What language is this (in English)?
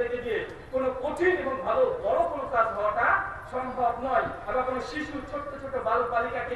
Bangla